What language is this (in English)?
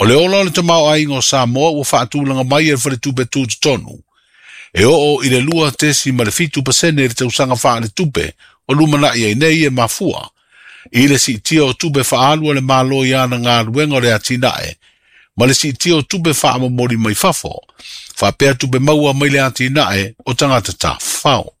Samoan